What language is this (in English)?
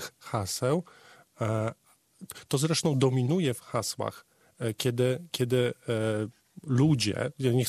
Polish